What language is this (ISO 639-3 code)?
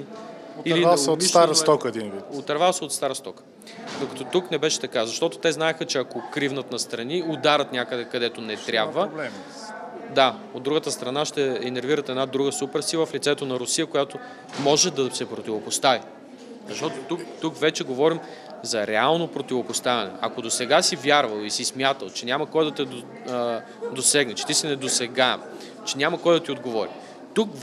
bul